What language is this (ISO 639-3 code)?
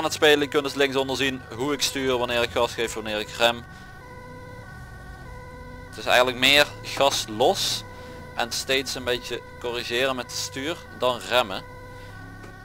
nld